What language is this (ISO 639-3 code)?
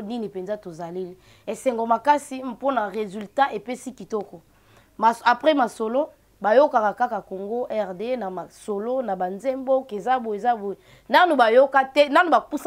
lin